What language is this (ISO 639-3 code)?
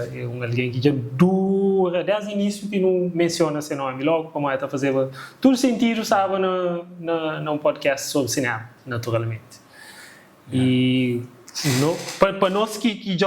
kea